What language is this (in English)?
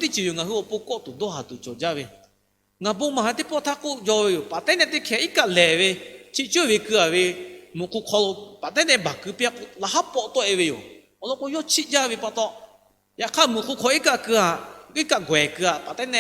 Lahu